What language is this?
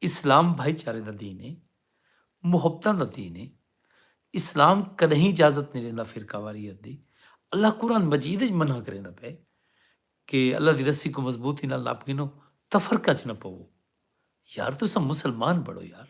Saraiki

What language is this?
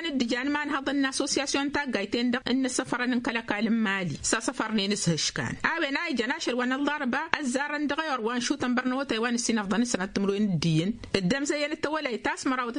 Tamasheq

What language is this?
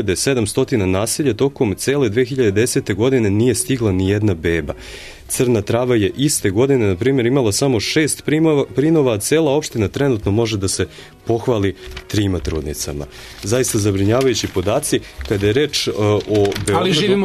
Serbian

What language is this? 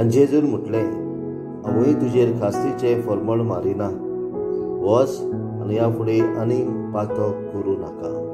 Konkani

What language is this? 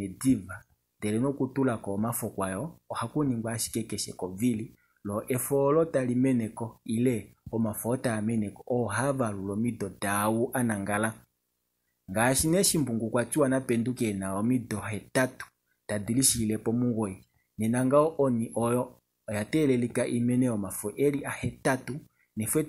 Kuanyama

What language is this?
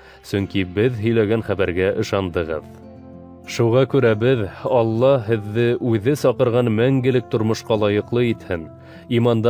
Bashkir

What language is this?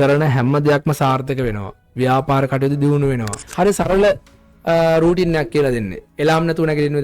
Sinhala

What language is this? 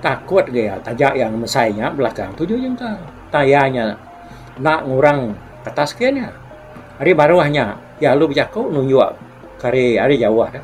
Iban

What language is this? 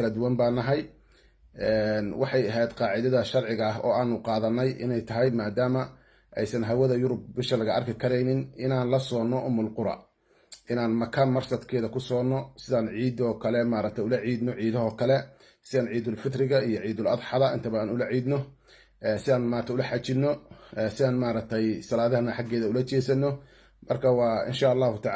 Somali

